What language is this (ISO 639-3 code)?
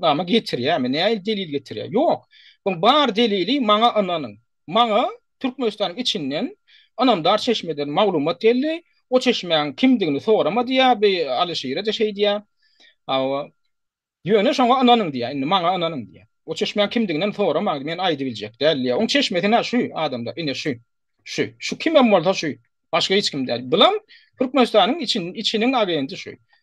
tuk